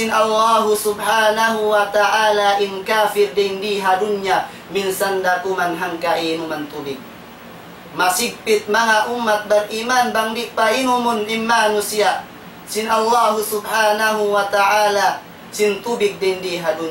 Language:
Tausug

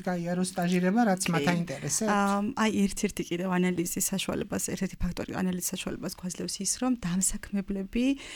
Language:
Georgian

